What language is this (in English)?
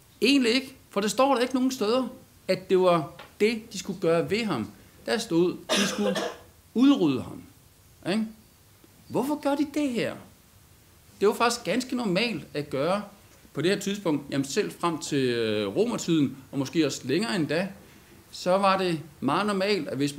Danish